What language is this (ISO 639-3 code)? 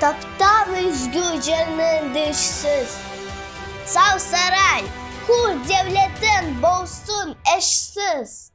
crh